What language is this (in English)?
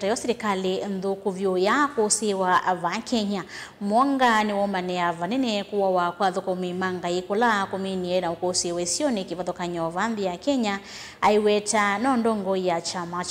Kamba